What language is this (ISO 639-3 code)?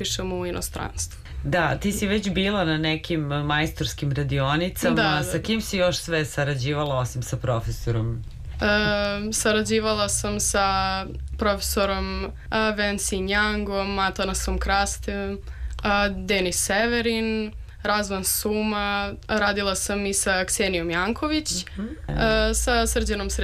srp